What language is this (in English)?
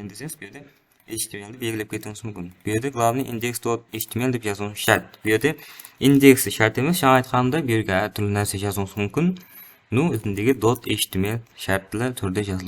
Kara-Kalpak